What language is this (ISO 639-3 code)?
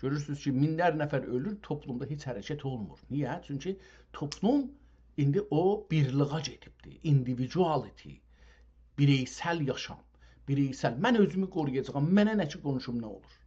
azb